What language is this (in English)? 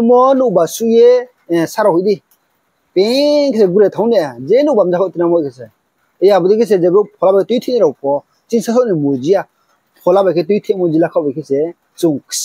Riang (India)